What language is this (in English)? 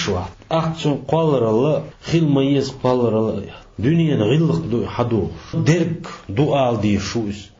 Chechen